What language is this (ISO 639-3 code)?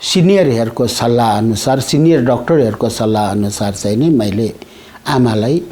nep